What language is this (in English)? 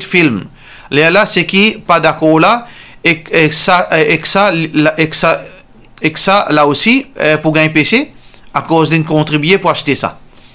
Morisyen